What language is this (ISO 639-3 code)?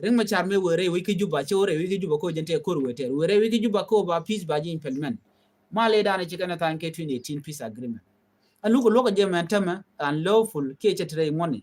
nus